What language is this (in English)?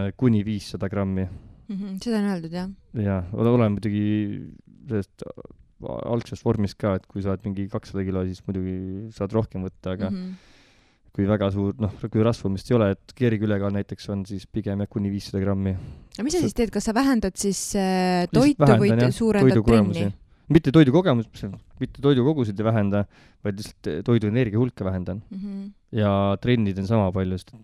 Estonian